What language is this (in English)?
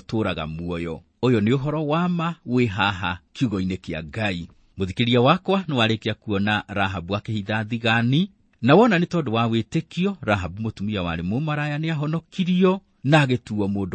Kikuyu